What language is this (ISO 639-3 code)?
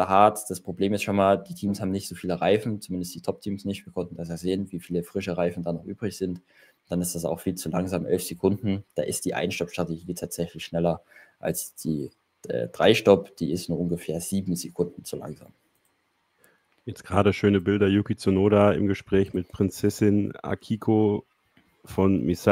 deu